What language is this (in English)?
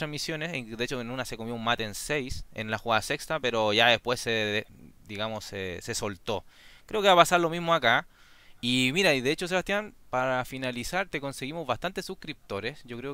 Spanish